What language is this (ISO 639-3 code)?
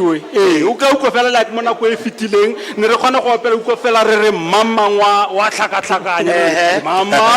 tsn